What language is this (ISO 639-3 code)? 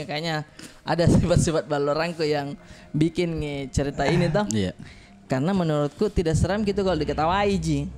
mfp